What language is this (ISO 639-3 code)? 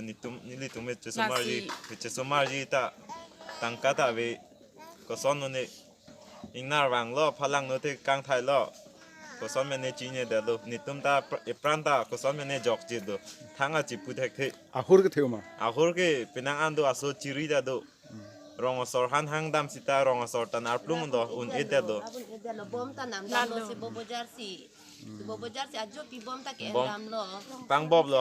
mjw